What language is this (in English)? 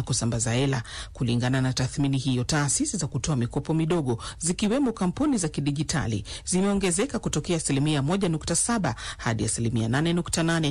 Swahili